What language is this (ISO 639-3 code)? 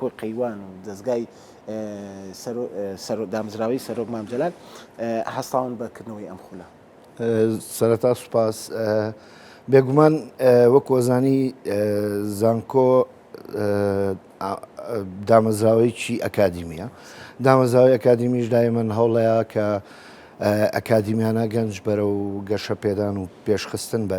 ckb